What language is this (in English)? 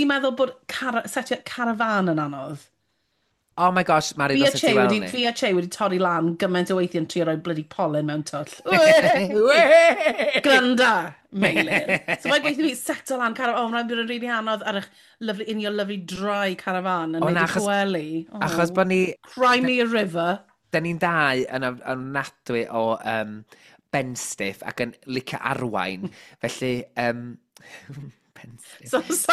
Welsh